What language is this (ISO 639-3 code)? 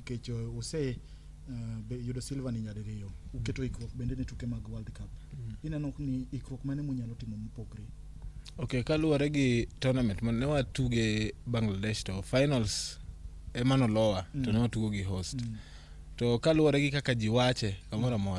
luo